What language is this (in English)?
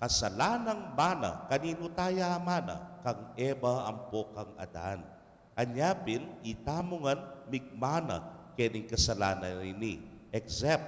Pampanga